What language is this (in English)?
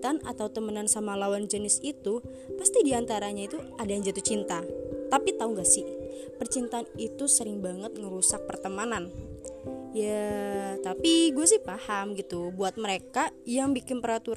Indonesian